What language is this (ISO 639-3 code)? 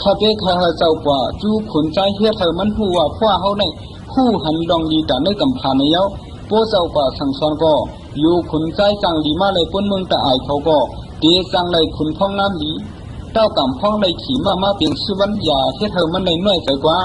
shn